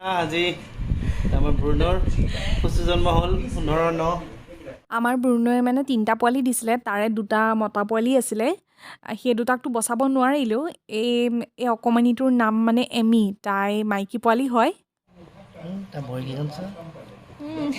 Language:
Assamese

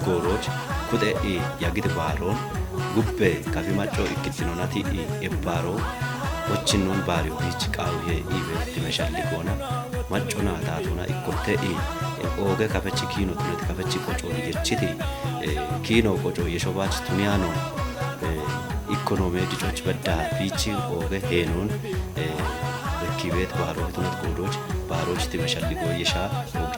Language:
Kafa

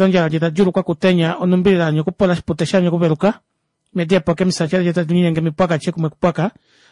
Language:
Kuanyama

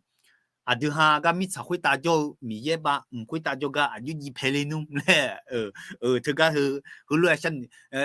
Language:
Akha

